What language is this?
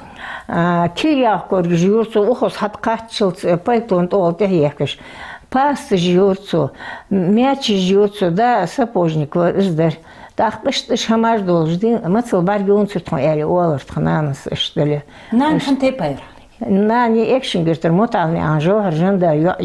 Ingush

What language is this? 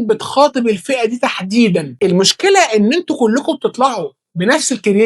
Egyptian Arabic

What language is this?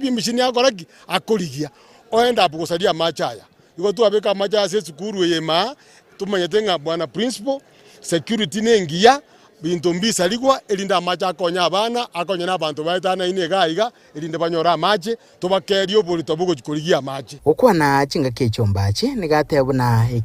Gusii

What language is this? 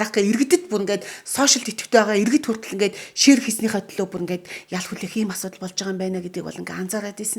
Mongolian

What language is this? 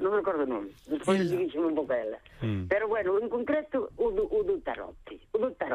Galician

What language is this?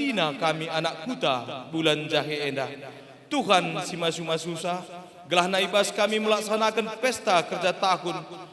Batak Karo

